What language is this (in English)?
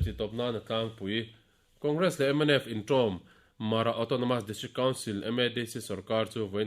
Mizo